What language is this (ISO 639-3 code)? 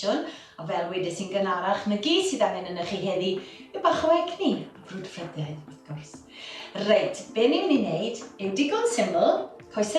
cym